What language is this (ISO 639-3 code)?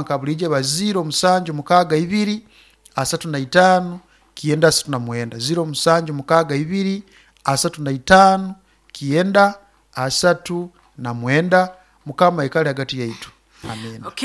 nyo